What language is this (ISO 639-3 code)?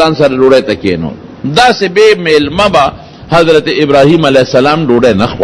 pus